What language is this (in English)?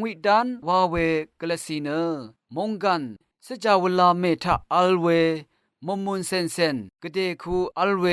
Rawang